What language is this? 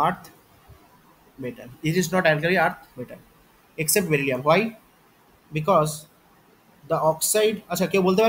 Bangla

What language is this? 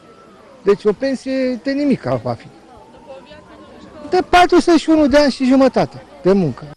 Romanian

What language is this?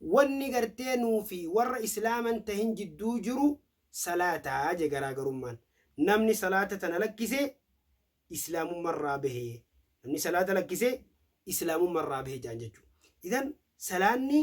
Oromo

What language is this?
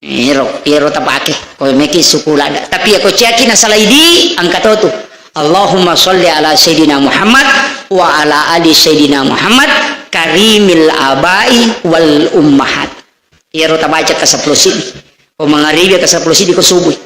Buginese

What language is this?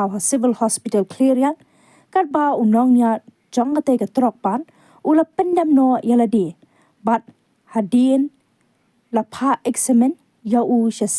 Khasi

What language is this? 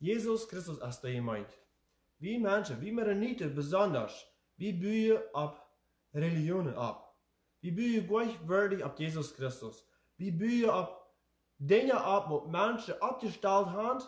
Plautdietsch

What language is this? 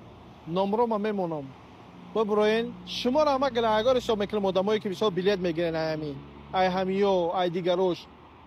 Tajik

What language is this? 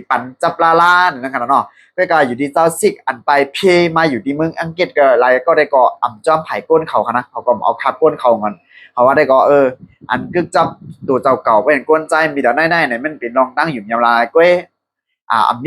Shan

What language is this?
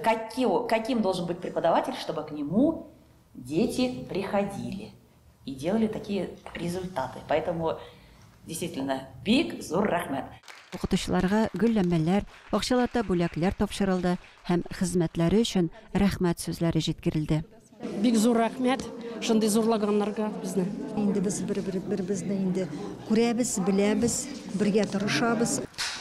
Tatar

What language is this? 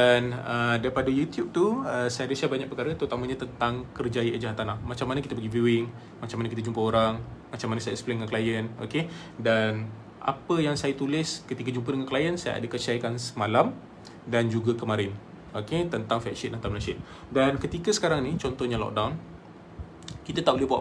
Malay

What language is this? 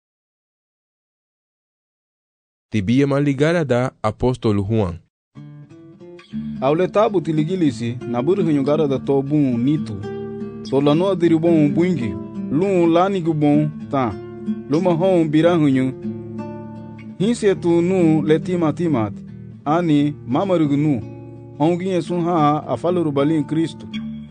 Garifuna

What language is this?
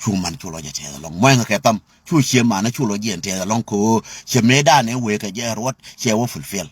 Nuer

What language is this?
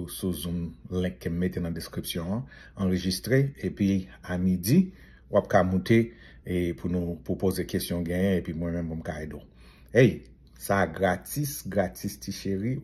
Haitian Creole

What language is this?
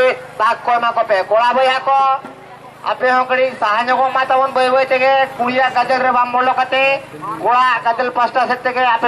Santali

